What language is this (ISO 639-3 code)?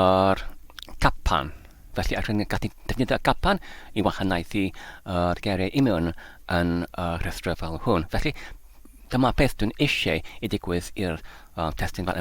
cym